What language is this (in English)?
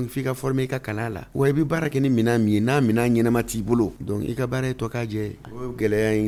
Bambara